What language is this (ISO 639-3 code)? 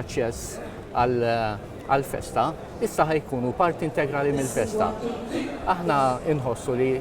mlt